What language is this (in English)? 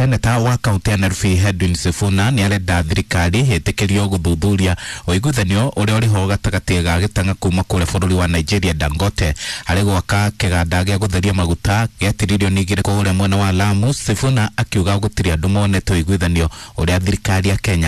Kikuyu